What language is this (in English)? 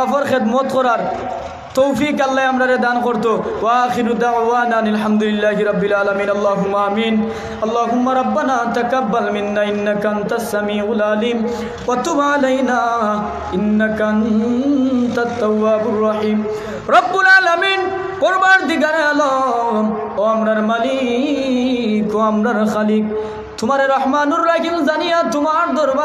Sylheti